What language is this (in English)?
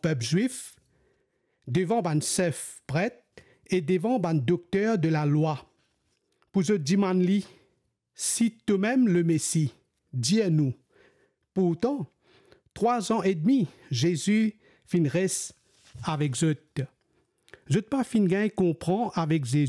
Morisyen